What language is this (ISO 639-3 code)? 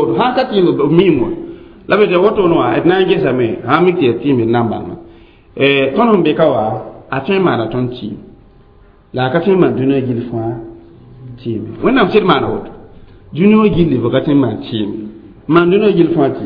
mos